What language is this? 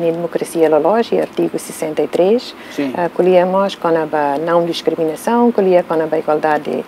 Tetum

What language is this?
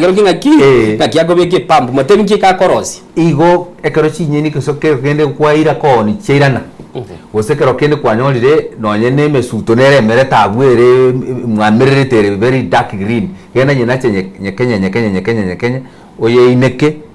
Gusii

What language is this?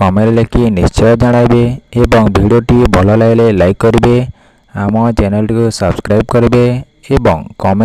Odia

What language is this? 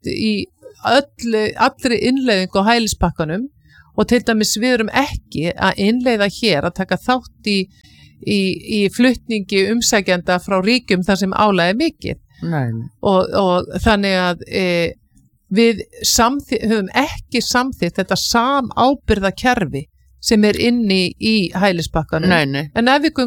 Icelandic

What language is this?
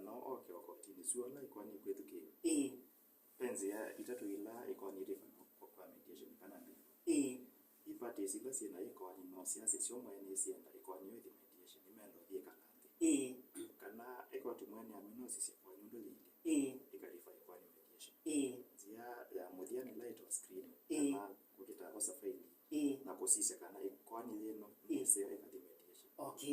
Kamba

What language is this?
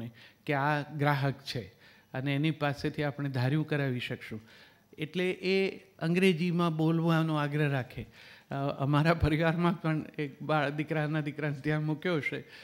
Gujarati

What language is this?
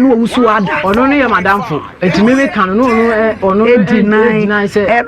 Akan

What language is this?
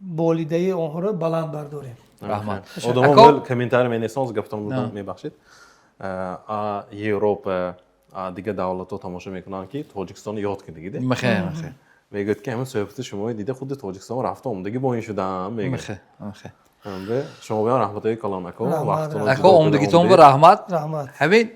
Tajik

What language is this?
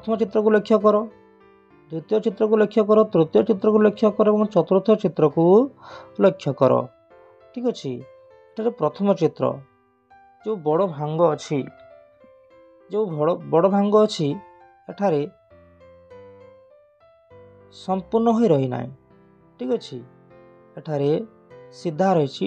Odia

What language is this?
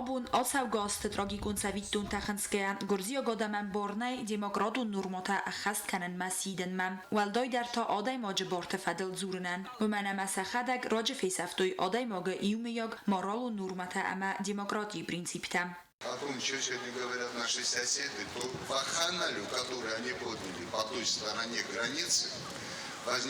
Ossetic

